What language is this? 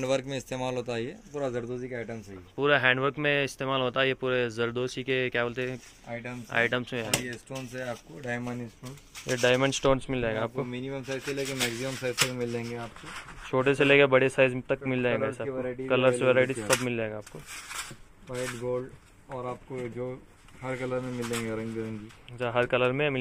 Hindi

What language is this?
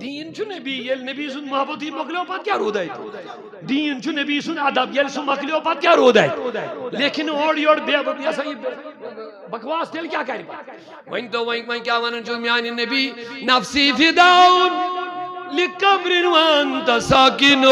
Kashmiri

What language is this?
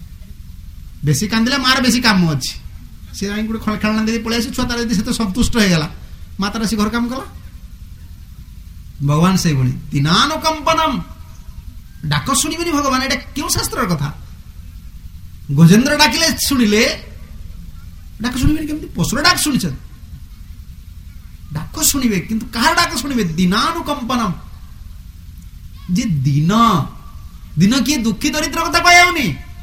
Odia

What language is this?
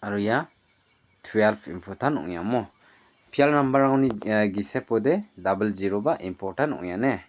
Garo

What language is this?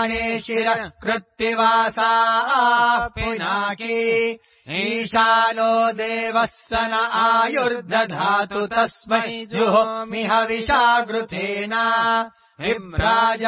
Sanskrit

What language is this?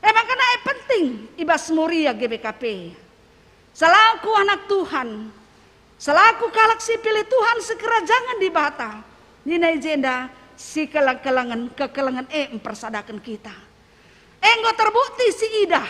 Batak Karo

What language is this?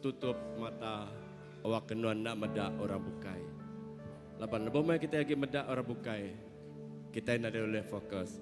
Iban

